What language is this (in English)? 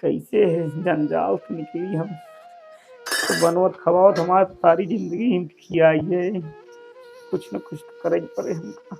Awadhi